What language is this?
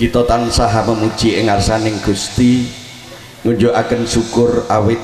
Javanese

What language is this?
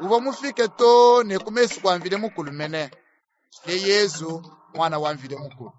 Luba-Lulua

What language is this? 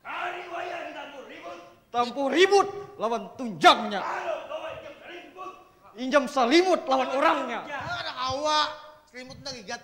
Banjar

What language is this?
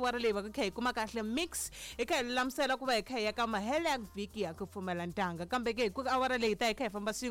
Tsonga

